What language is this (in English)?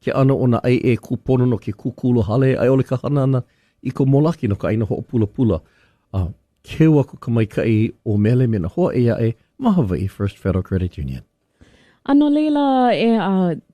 Hawaiian